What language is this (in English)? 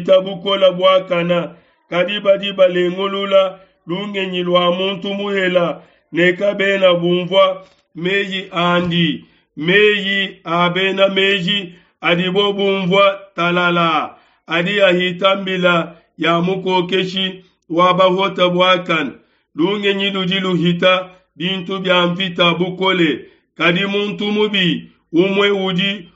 Luba-Lulua